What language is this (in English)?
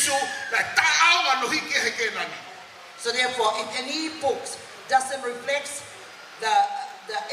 Tongan